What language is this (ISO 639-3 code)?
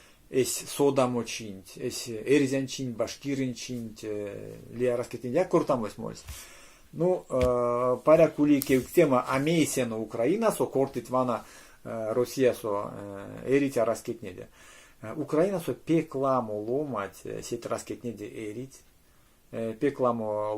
myv